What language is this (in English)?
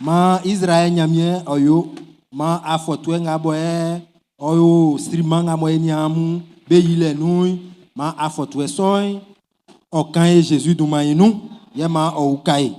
Baoulé